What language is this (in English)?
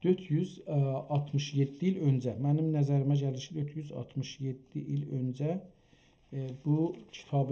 South Azerbaijani